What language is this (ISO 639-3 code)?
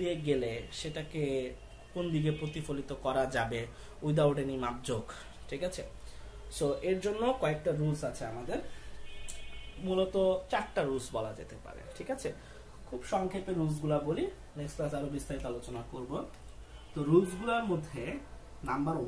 ben